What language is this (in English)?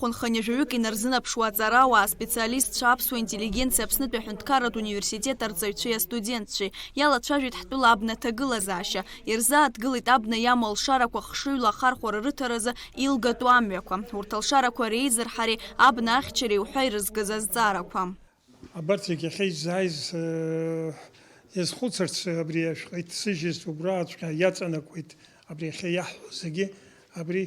Abkhazian